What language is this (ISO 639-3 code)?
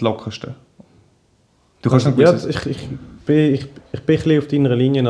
deu